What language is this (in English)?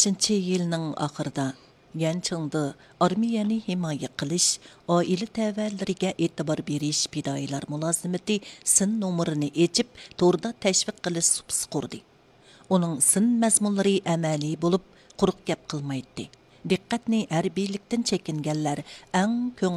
Uyghur